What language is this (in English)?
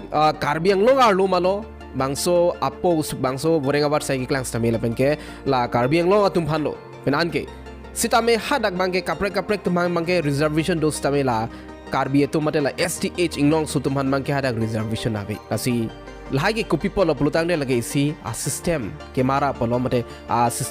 Karbi